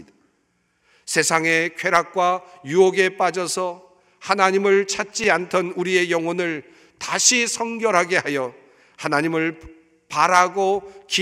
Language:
Korean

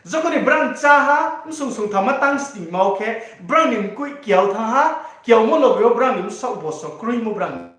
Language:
Riang (India)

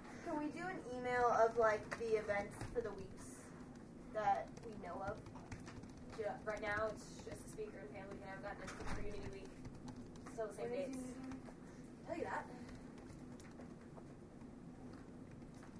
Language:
English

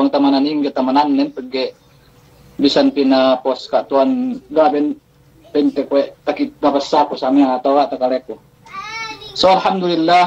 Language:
Yakan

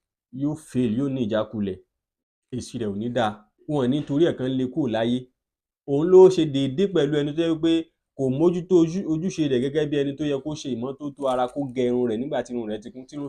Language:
Yoruba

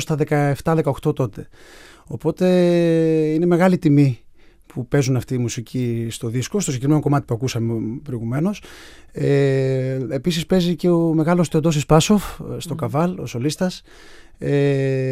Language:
Greek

